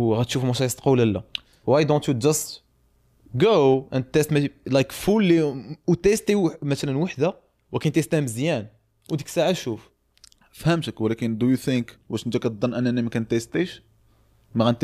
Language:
Moroccan Arabic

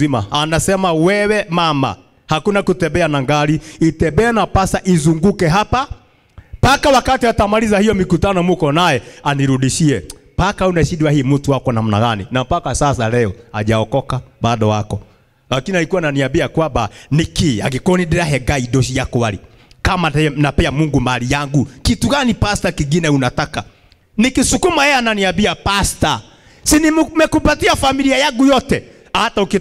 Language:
Swahili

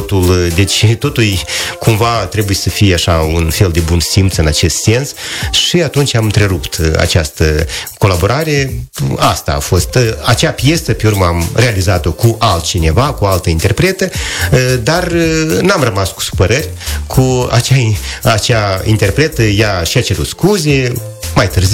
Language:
Romanian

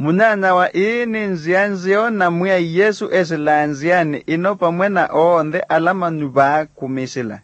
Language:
Kamba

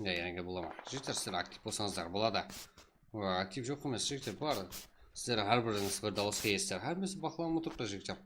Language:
Kara-Kalpak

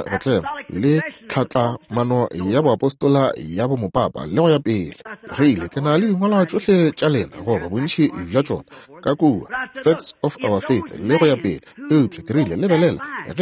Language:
Northern Sotho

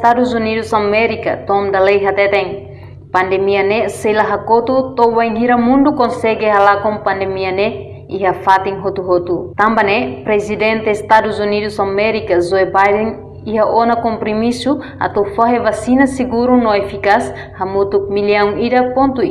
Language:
Tetum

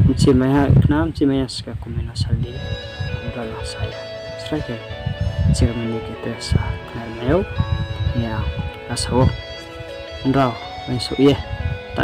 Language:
Riang (India)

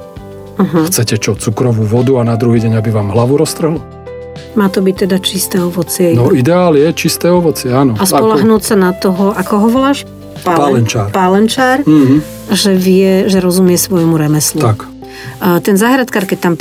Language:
Slovak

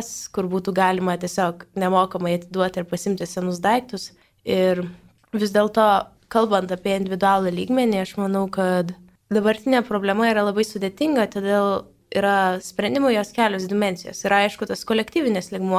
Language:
Lithuanian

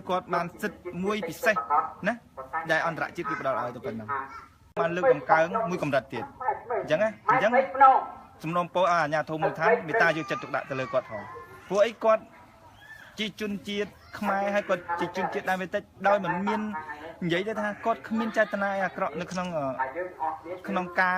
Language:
Khmer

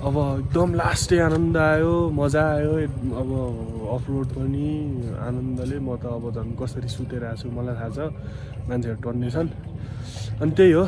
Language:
Nepali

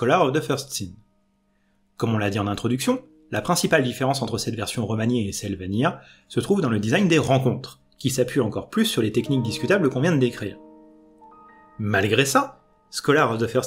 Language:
French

